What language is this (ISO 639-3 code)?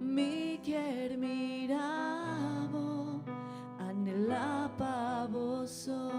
pap